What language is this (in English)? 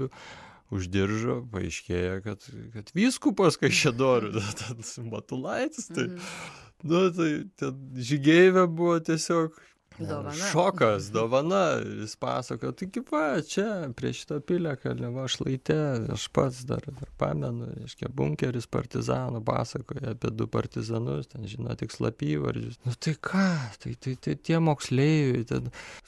Lithuanian